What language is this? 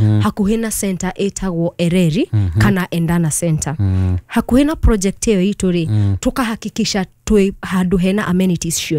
Kikuyu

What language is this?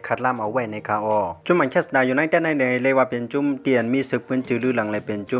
Shan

